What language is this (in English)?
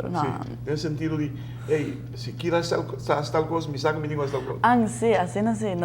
Papiamento